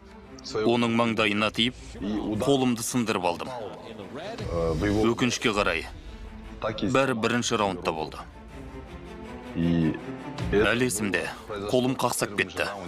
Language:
Kazakh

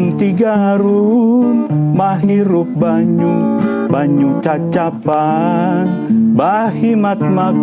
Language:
Banjar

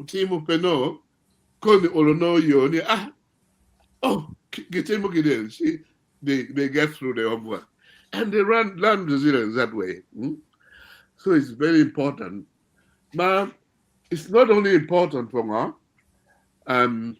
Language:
Acoli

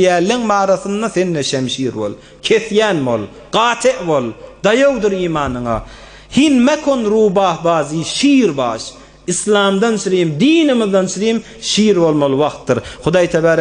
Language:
Turkmen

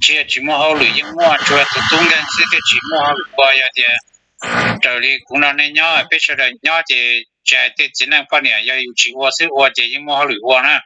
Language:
Hmong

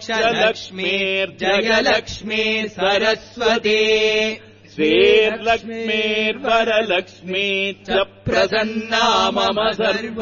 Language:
Sanskrit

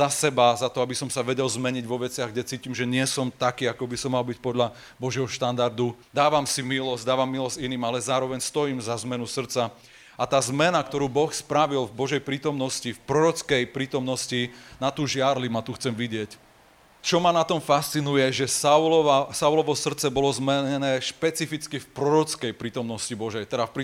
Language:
Slovak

